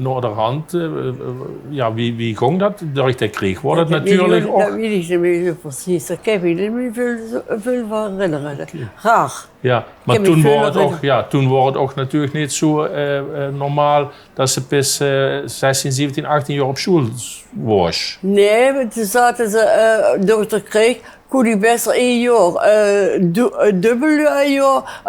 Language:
Limburgish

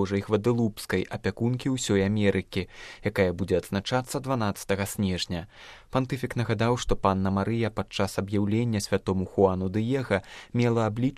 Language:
Belarusian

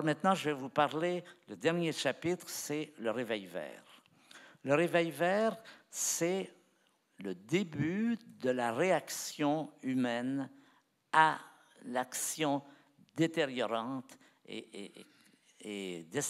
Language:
French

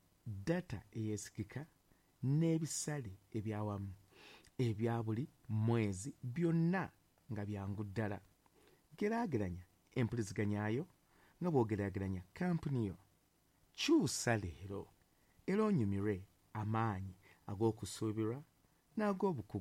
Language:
Ganda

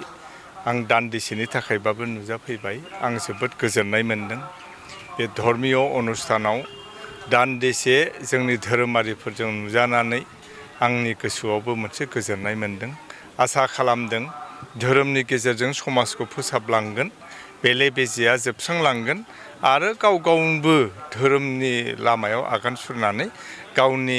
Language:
Bodo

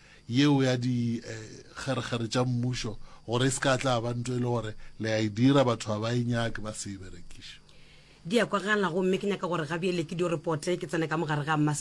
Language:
Northern Sotho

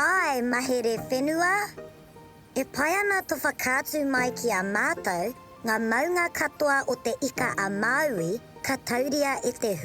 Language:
Māori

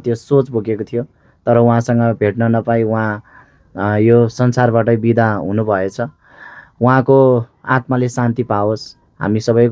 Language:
Nepali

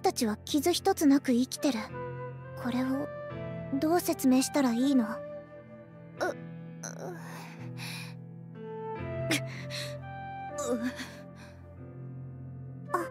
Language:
Japanese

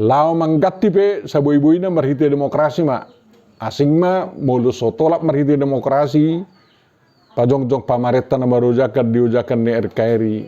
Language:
Batak Toba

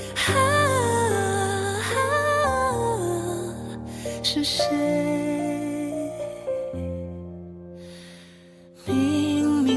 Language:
Chinese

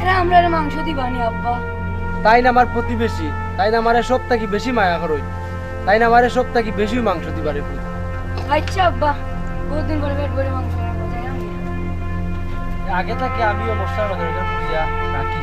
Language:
Sylheti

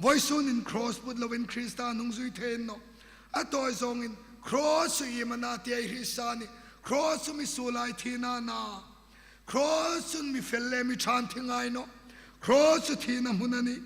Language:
Hmar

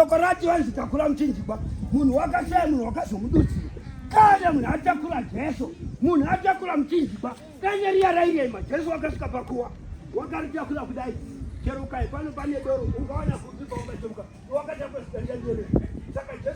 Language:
Shona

